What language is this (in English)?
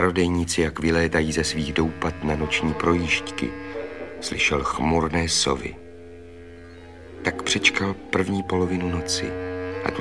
Czech